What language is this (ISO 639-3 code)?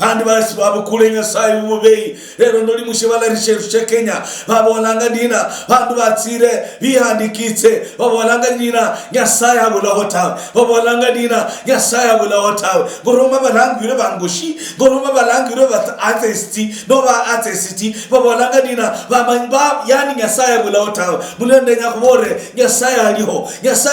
luy